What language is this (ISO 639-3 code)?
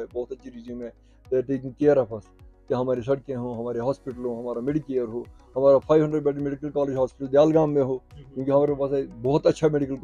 urd